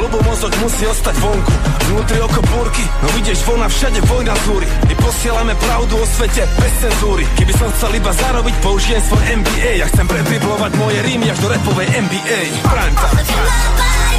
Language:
Slovak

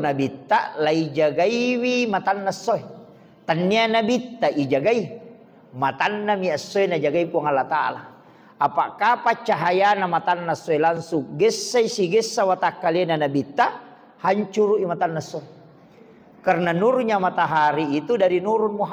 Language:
Buginese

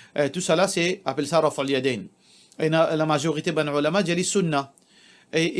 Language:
Morisyen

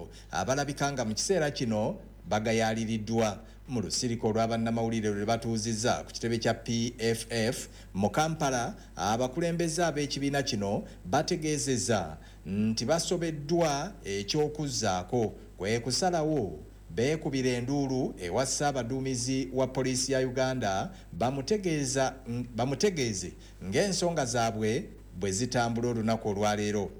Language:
Ganda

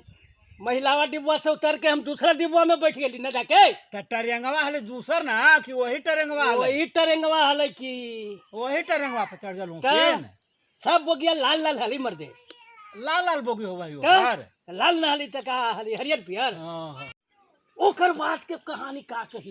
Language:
Magahi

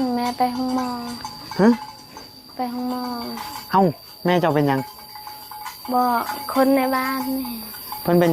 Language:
Northeastern Thai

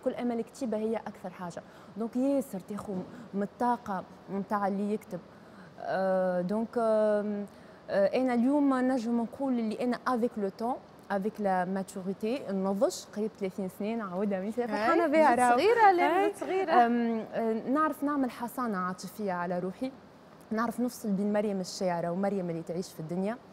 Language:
Tunisian Arabic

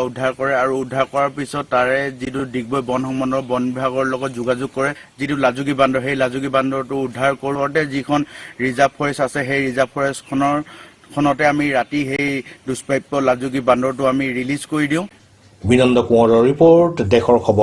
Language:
Assamese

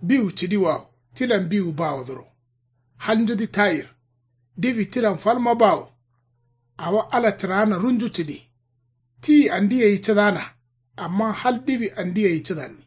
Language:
Kanuri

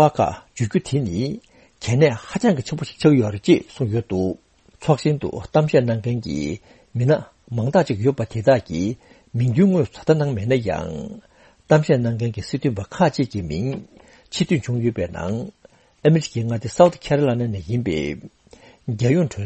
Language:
Tibetan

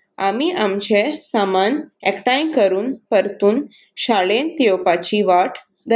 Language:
Konkani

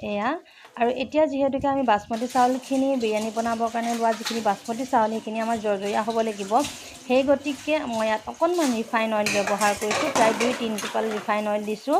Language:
Assamese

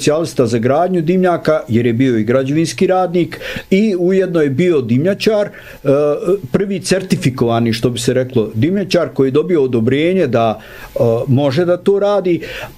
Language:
Bosnian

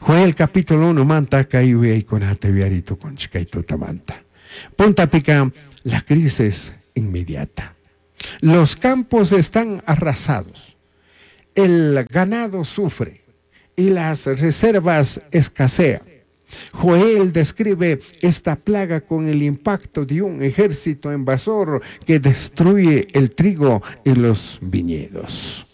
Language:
Chimborazo Highland Quichua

